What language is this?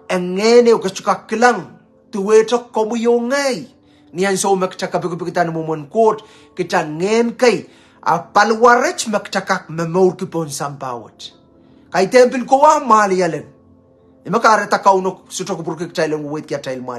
Pohnpeian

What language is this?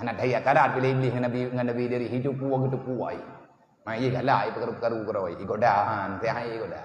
Achinese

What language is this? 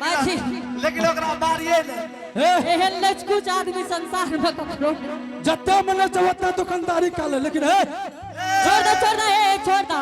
Angika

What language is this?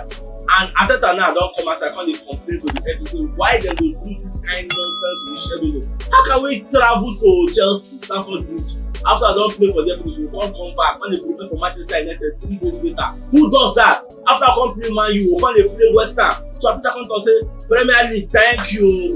Nigerian Pidgin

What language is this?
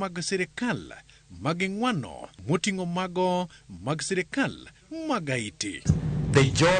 Luo (Kenya and Tanzania)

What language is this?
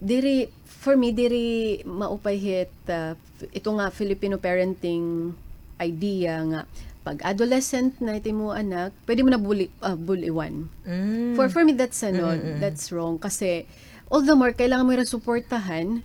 Waray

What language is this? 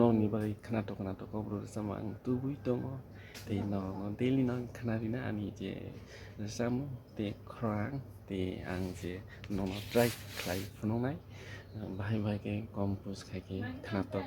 Kok Borok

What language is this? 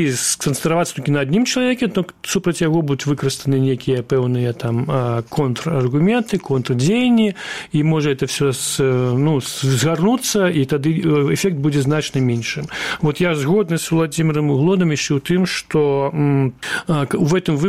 Belarusian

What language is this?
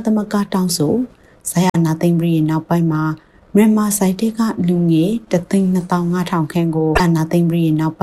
Burmese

